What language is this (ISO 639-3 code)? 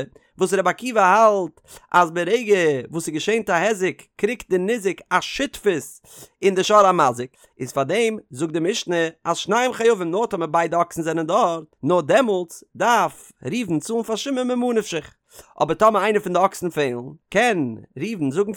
yid